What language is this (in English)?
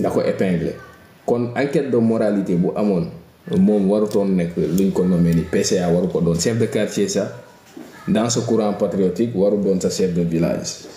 Wolof